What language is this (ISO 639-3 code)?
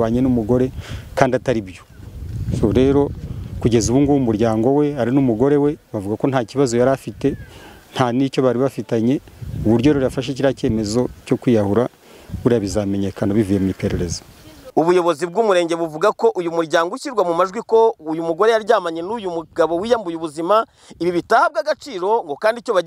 kin